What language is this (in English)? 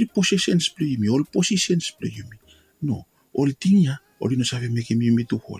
Bislama